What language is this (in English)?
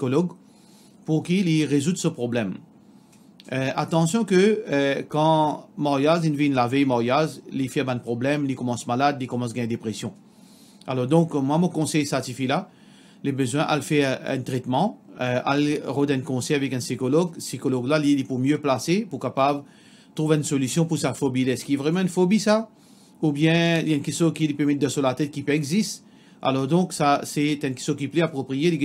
Morisyen